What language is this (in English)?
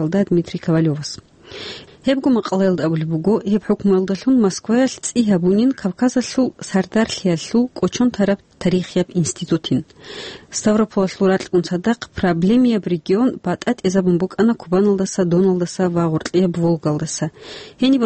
Avaric